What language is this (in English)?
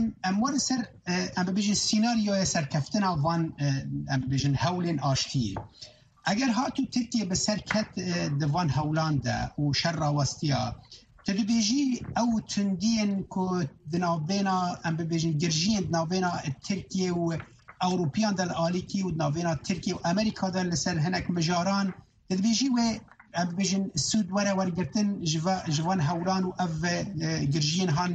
Kurdish